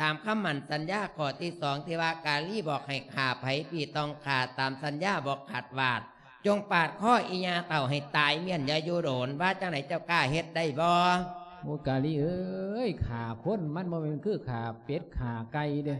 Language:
Lao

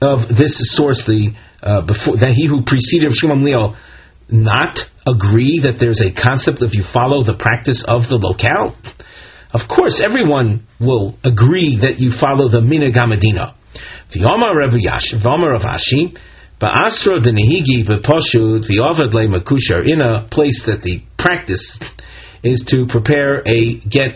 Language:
English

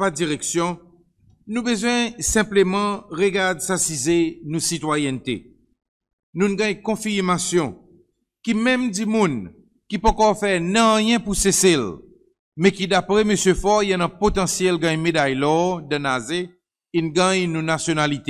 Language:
Seselwa Creole French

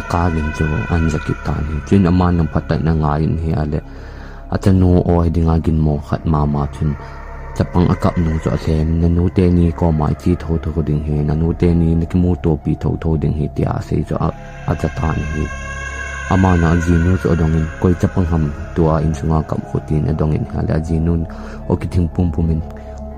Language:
Thado Chin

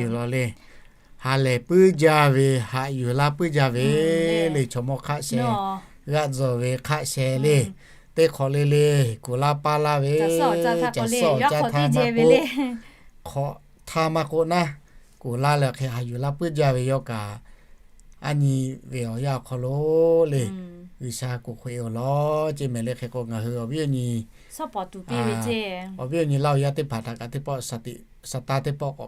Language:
Lahu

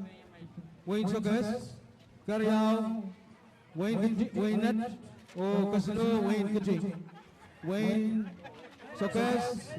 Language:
Pohnpeian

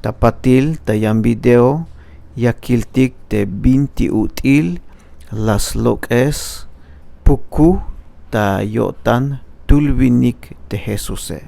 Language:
Tzeltal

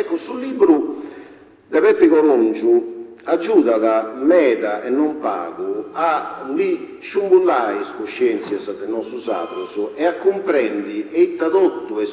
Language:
Sardinian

